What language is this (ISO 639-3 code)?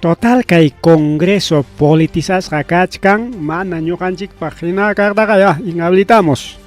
quy